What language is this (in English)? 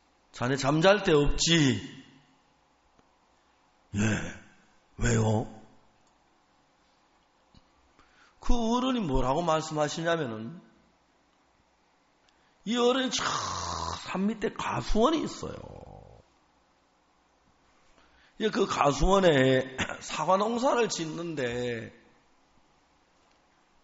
Korean